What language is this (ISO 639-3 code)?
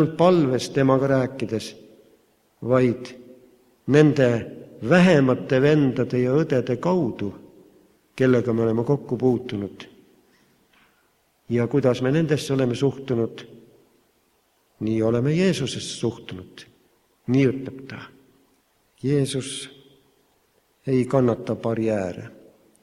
est